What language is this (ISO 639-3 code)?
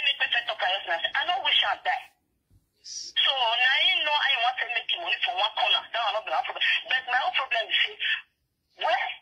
pcm